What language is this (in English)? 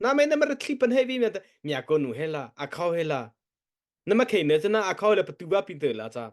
Mara Chin